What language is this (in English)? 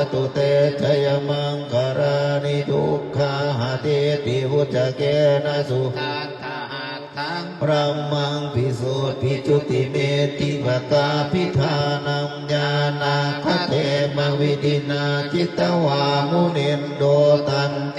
Pali